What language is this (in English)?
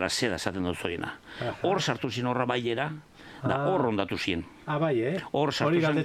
Basque